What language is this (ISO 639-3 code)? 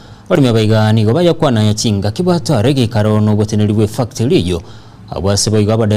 guz